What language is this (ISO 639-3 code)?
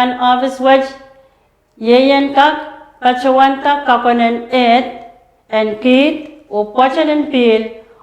pon